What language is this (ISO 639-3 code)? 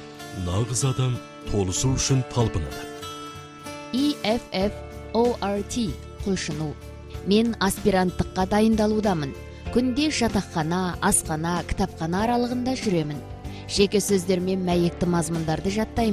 kaz